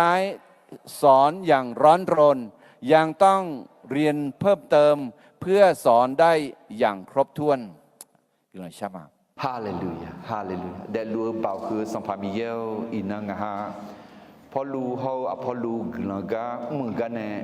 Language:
Akha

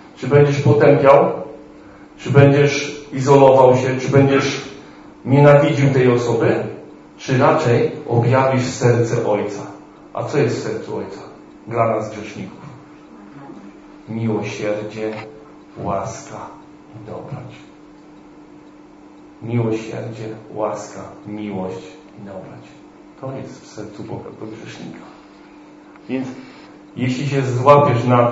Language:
Polish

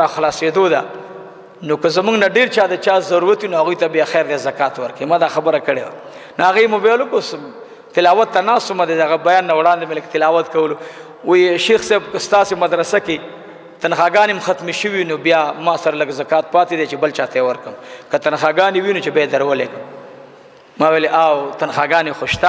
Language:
Pashto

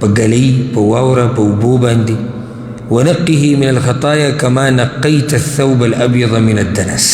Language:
Pashto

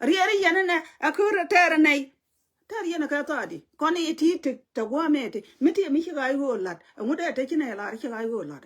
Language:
Nuer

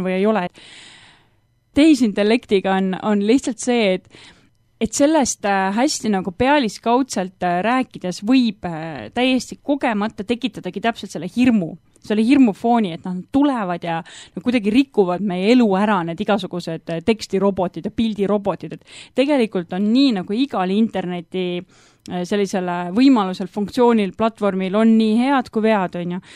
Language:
Estonian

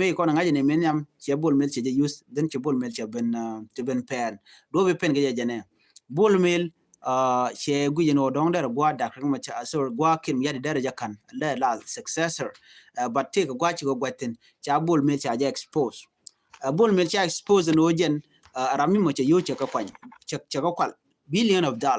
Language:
Nuer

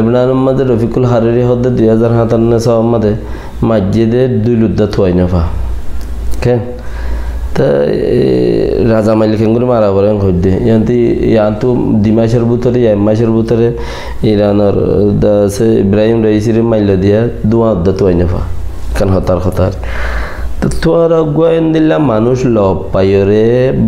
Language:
Rohingya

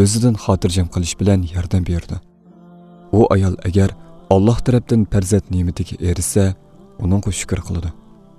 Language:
Uyghur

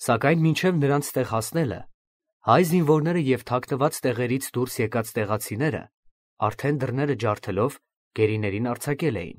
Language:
Armenian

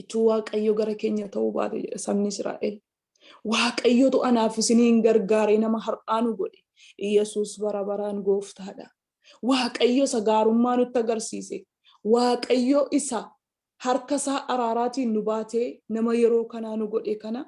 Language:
Oromo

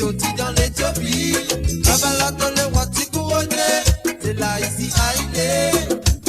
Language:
Morisyen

